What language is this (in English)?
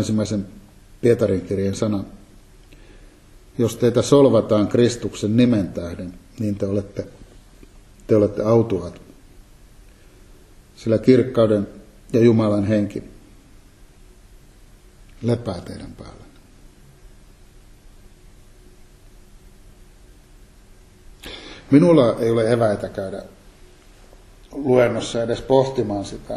Finnish